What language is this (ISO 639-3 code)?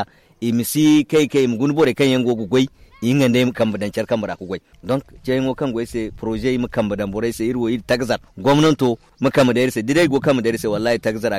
dje